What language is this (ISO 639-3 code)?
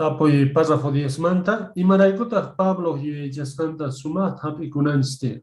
que